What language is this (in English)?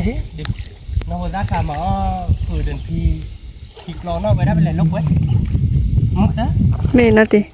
S'gaw Karen